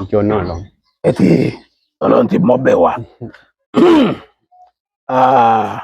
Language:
Yoruba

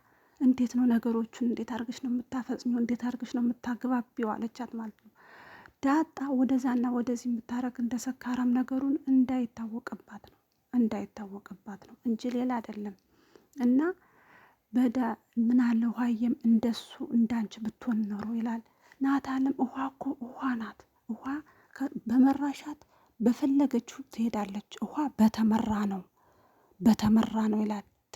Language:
Amharic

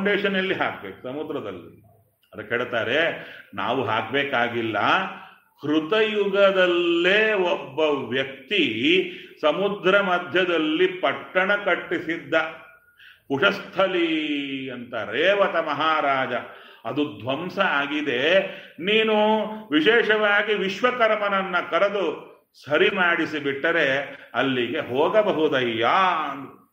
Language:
Kannada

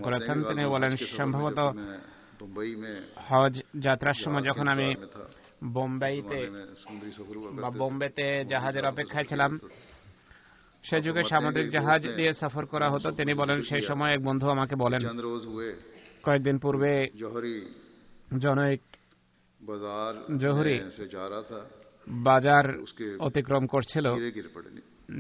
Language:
Bangla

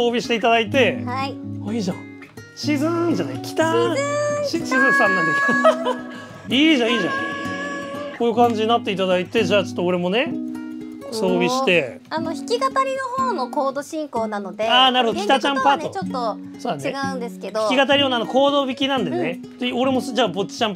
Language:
Japanese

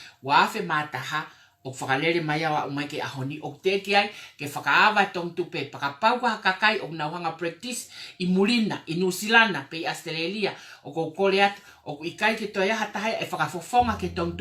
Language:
Tongan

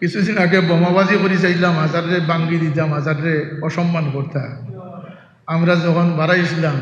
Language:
Sylheti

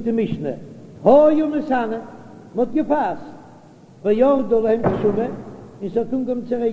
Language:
Yiddish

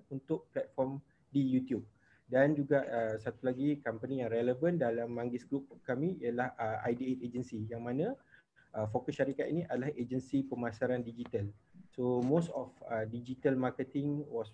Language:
Malay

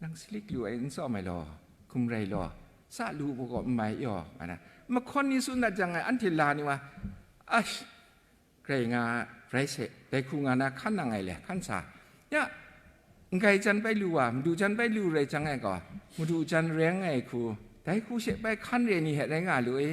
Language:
Kachin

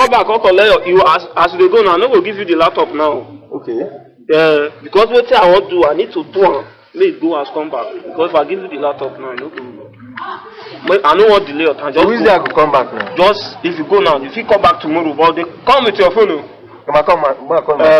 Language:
Nigerian Pidgin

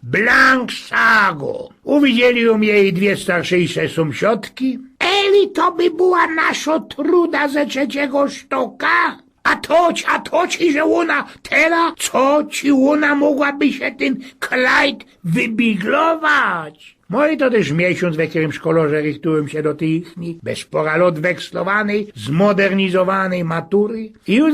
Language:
Silesian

